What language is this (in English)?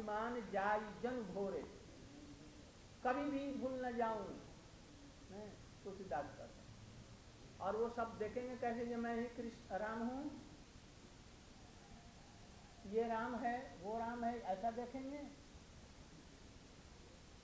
Hindi